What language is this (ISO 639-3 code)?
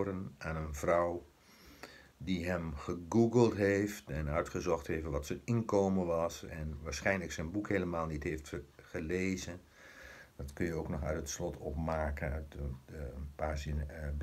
nld